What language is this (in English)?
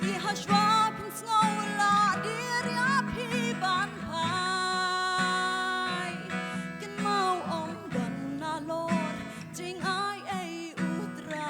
Khasi